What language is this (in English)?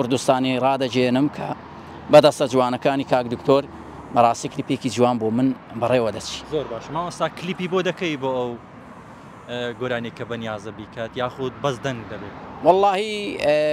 Central Kurdish